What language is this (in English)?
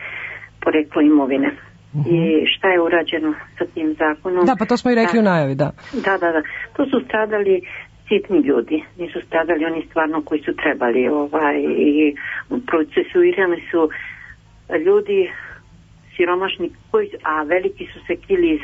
Serbian